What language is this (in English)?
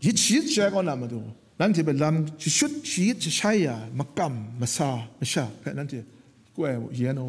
Kachin